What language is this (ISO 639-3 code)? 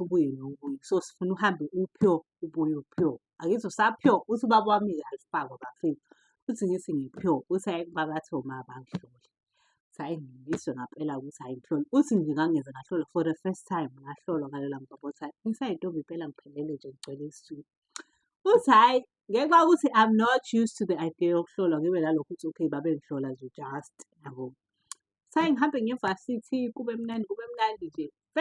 zul